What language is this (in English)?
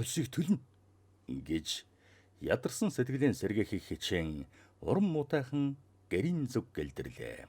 Mongolian